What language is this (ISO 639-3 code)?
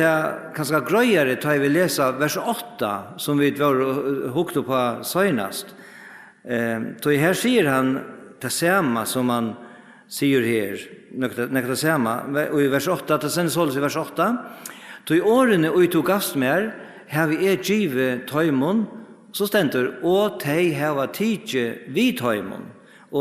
fao